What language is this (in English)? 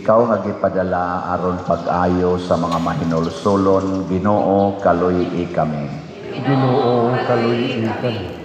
Cebuano